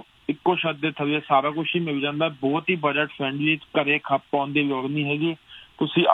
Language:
Punjabi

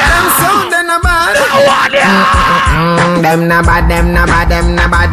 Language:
Jamaican Creole English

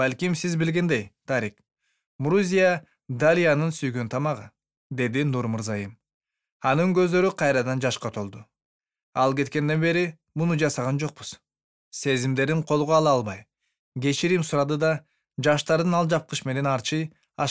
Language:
Kyrgyz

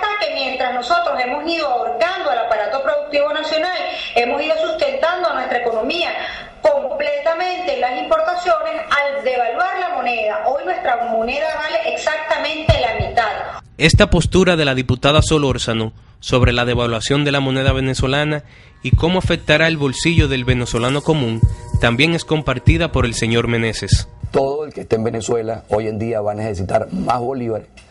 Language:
Spanish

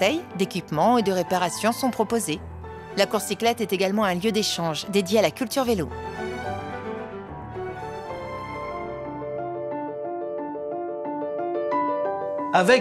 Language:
French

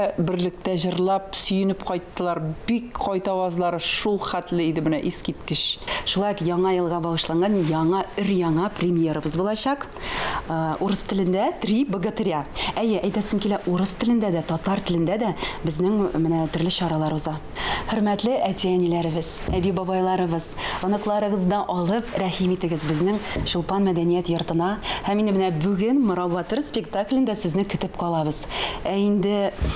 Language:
Tatar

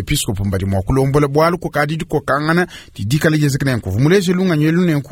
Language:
Luba-Lulua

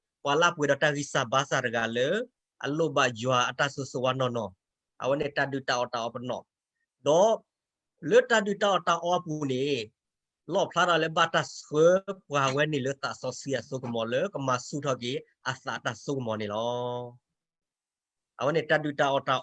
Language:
S'gaw Karen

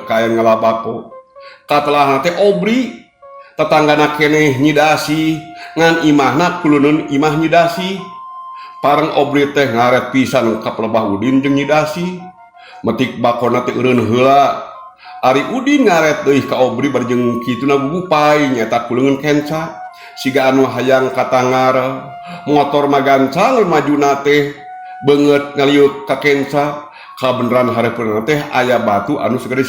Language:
Sundanese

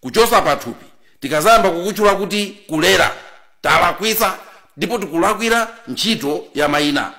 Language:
Nyanja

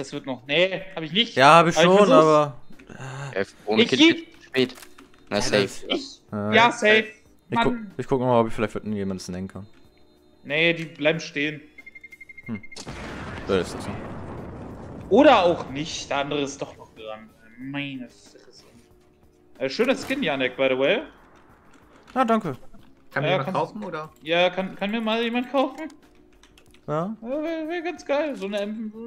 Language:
German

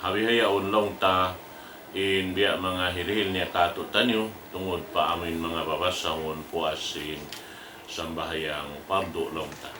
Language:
Tausug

